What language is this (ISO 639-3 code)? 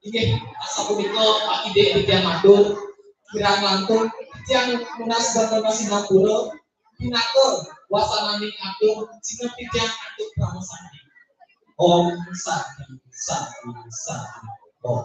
ban